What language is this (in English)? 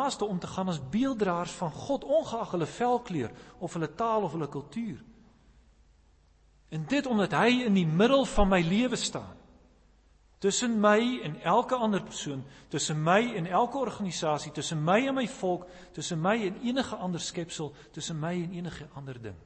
Afrikaans